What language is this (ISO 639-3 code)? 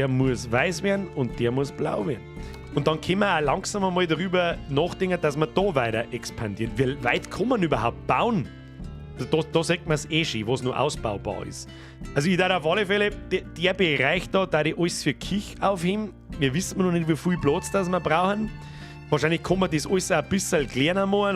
bar